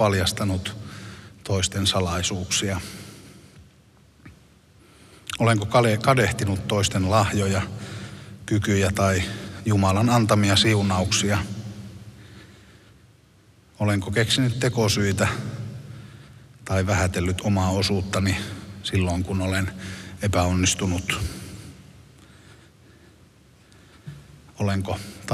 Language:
Finnish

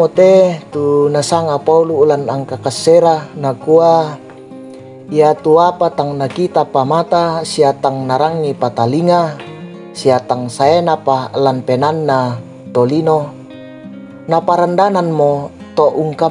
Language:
Toraja-Sa'dan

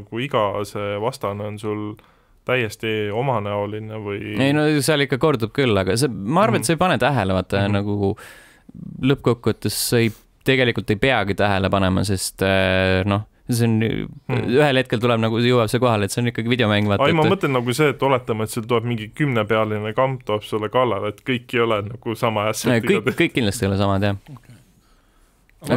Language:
Estonian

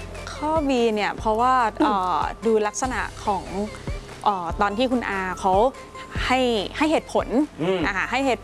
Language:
Thai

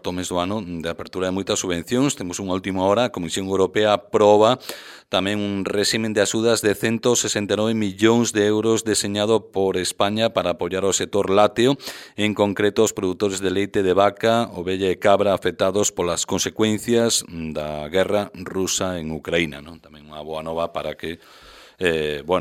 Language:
Galician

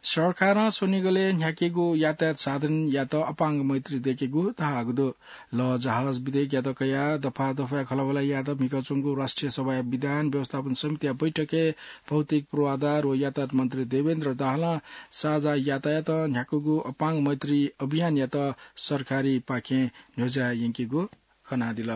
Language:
Newari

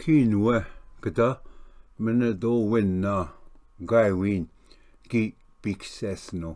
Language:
Ojibwa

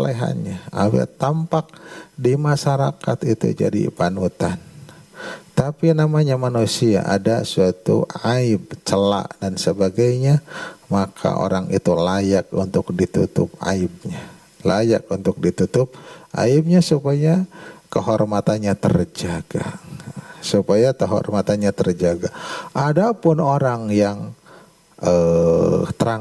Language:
Indonesian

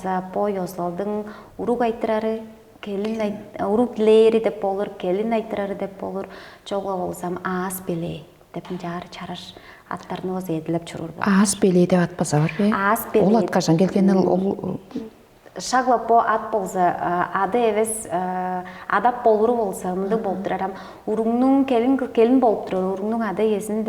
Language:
Tuvinian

